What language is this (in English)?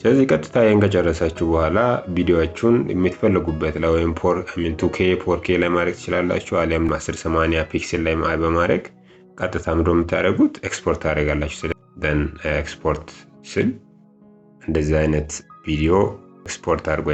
Amharic